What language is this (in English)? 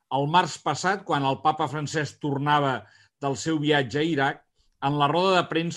Catalan